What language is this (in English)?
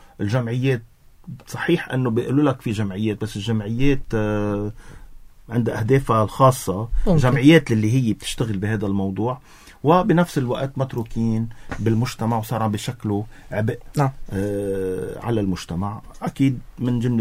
North Levantine Arabic